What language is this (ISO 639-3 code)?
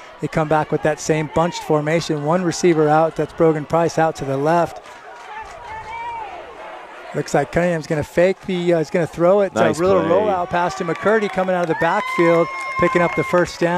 eng